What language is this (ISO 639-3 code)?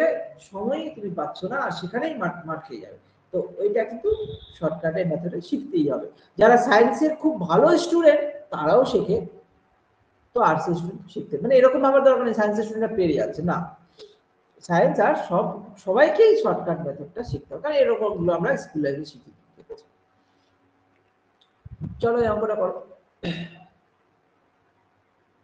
ben